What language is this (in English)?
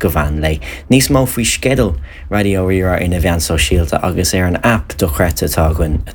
Irish